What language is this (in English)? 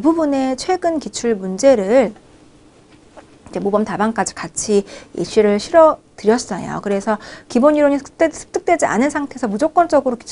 Korean